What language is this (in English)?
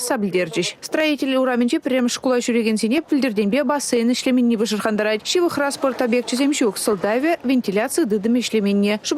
Chuvash